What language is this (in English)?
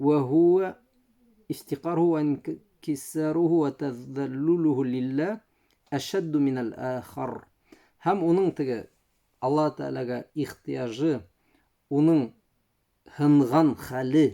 Bashkir